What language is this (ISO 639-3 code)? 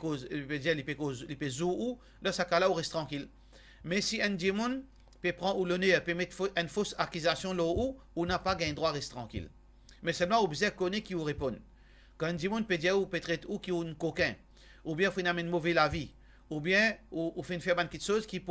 mfe